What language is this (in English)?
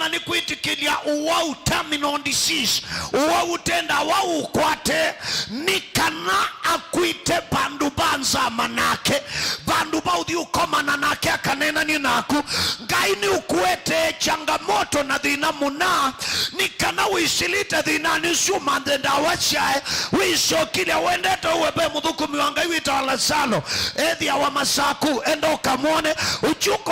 Kamba